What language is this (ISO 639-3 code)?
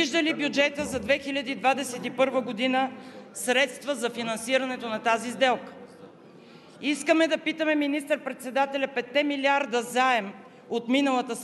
bul